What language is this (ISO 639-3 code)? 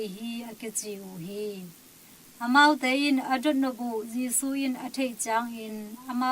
ctd